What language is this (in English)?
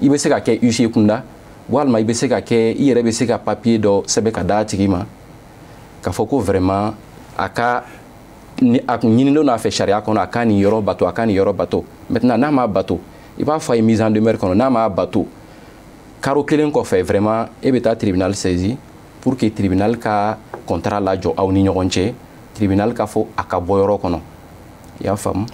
Bambara